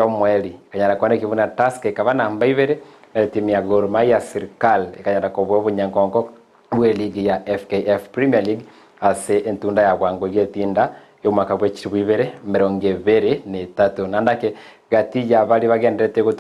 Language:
Gusii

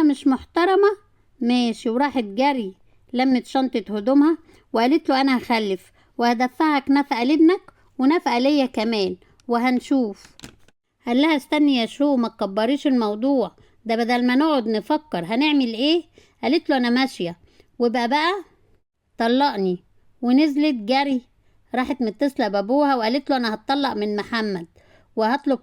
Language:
Egyptian Arabic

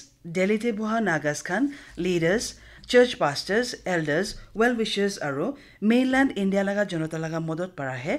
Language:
Naga Pidgin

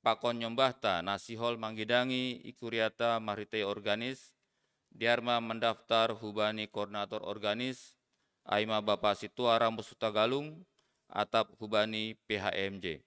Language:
Batak Simalungun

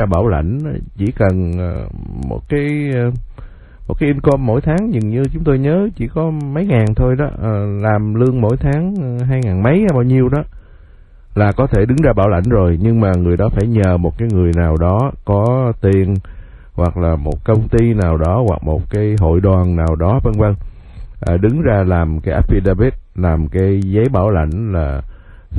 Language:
Vietnamese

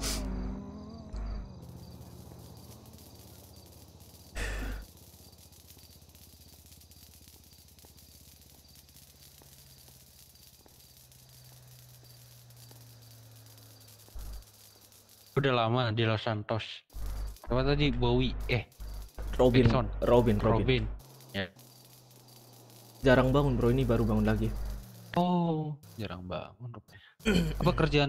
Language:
Indonesian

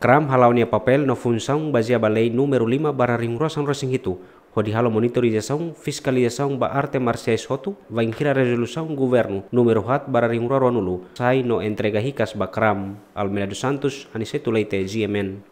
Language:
Tetum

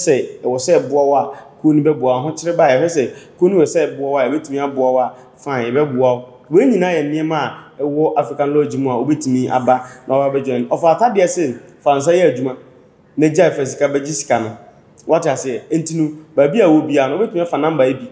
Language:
Akan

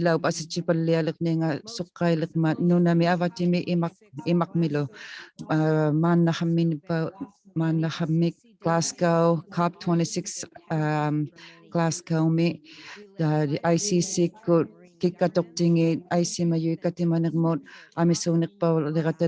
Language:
Inuktitut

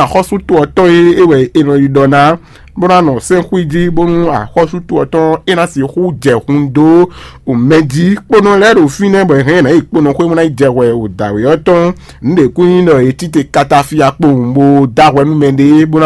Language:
Fon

